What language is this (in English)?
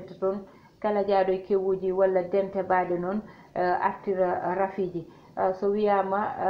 Fula